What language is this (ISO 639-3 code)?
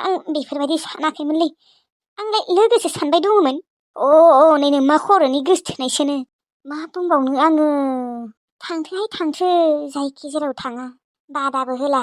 brx